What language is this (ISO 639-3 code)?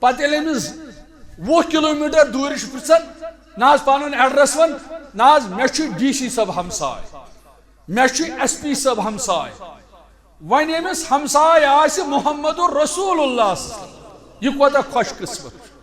kas